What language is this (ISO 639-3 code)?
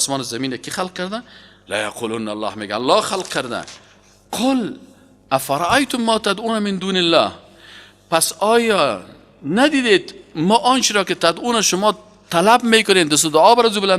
fas